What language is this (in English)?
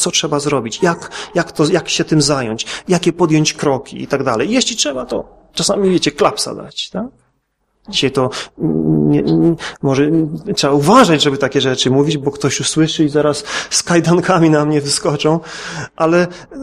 Polish